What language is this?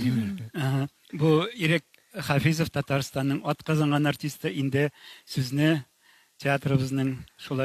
Tatar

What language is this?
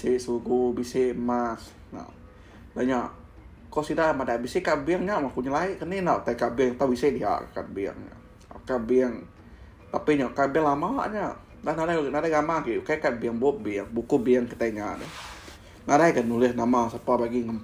Iban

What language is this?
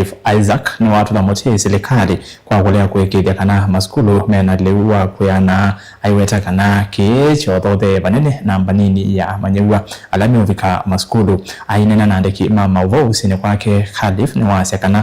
Kamba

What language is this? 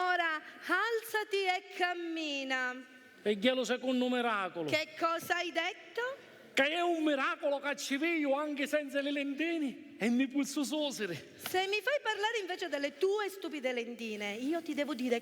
Sicilian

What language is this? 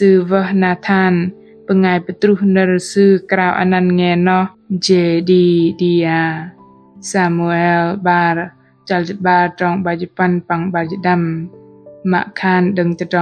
Bahnar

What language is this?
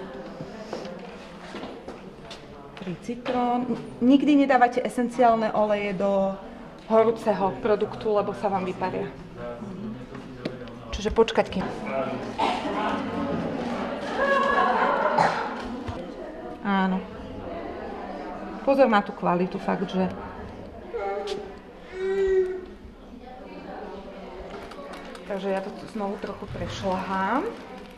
Slovak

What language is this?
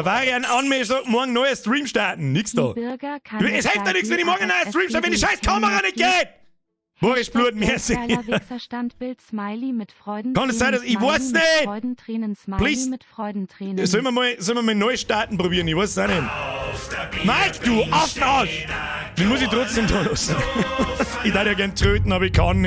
Bavarian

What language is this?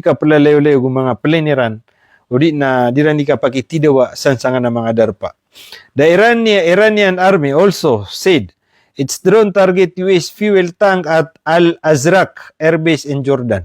Maranao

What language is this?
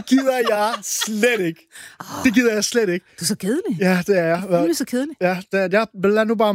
Danish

